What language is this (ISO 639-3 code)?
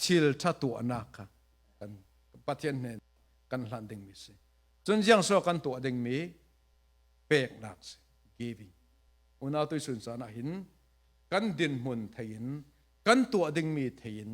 cfm